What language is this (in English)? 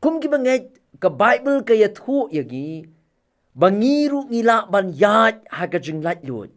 Khasi